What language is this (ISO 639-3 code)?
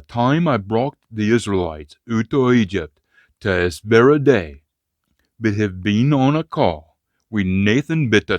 sco